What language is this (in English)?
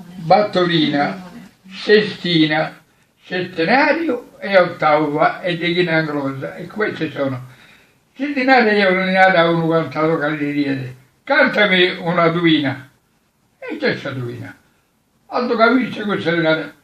Sardinian